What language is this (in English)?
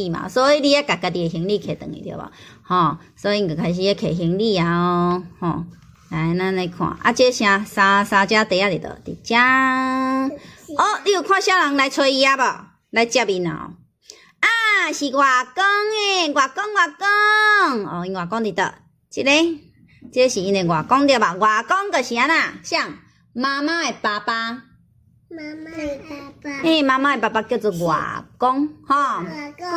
Min Nan Chinese